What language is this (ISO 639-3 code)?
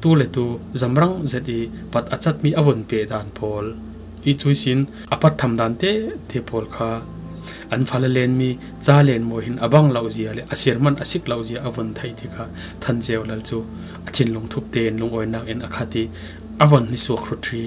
cfm